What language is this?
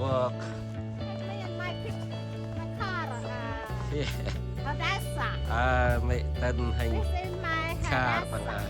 Central Mnong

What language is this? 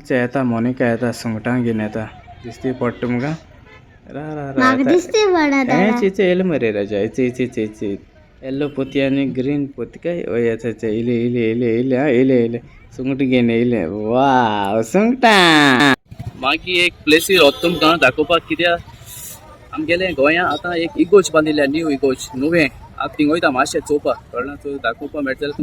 Konkani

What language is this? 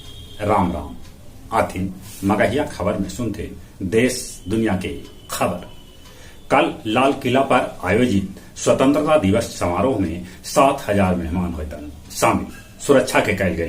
Magahi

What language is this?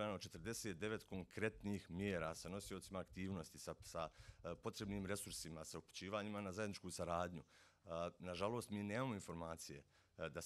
Bosnian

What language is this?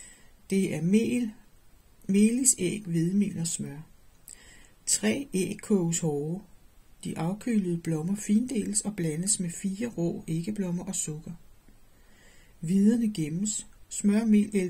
Danish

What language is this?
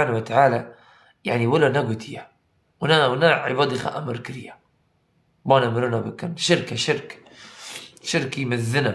Kurdish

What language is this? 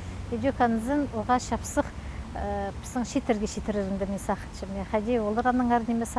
Khakas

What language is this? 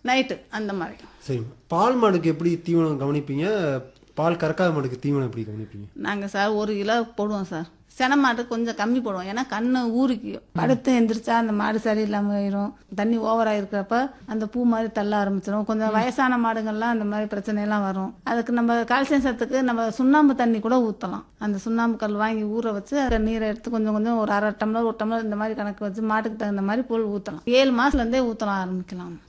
Tamil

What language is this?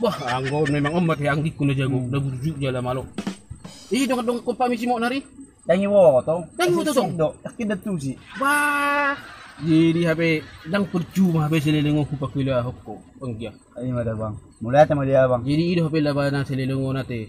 Batak Toba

